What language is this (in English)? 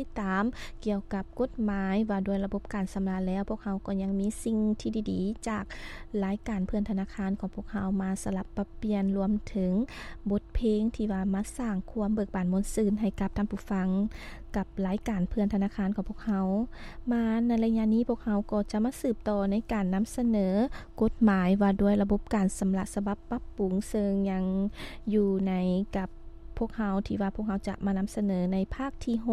Lao